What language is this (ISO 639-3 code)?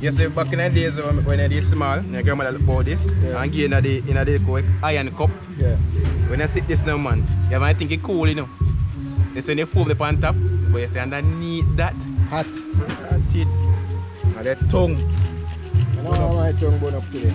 jam